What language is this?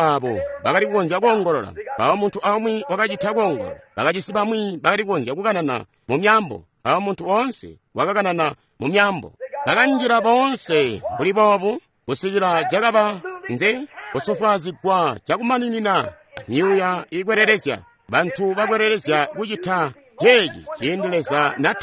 Tonga (Zambia)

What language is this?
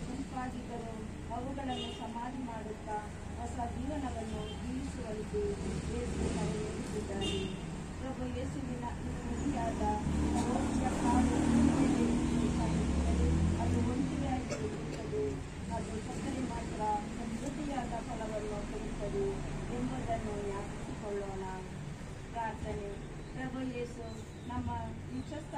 Kannada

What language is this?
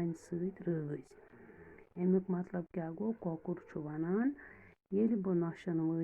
Kashmiri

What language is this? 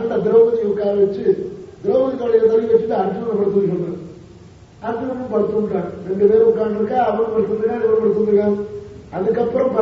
Tamil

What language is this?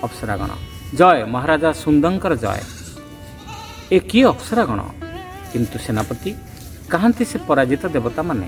Odia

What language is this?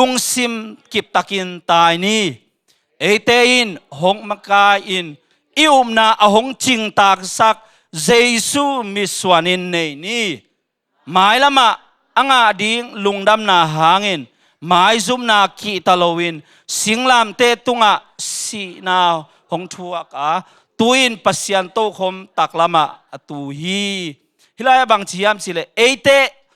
Tedim Chin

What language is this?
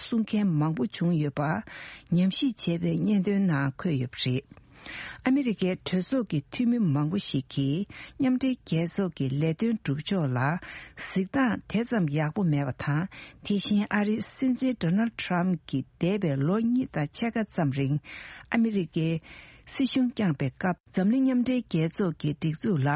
Tibetan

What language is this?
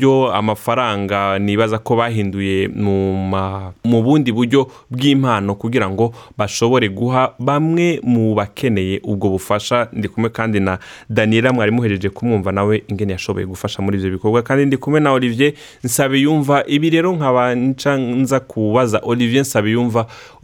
Rundi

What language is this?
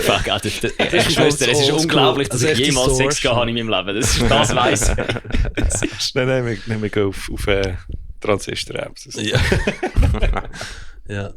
Swiss German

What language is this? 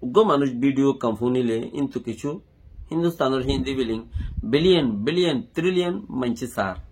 Rohingya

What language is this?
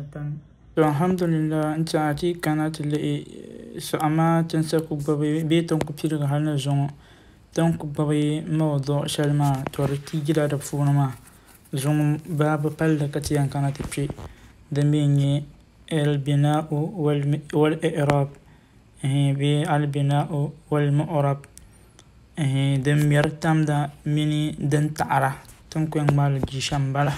Dagbani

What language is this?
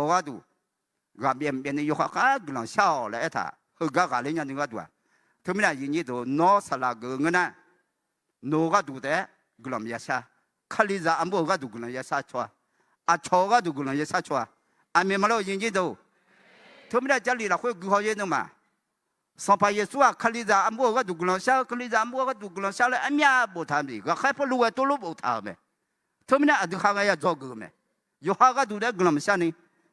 Akha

